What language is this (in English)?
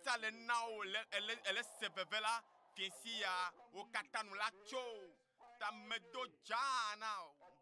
Ewe